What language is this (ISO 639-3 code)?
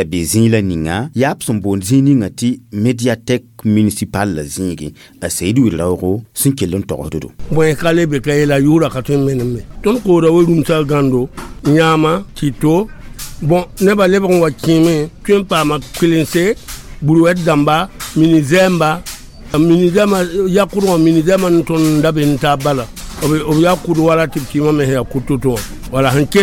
mos